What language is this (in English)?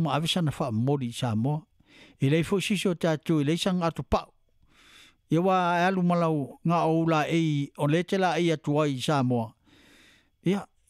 Samoan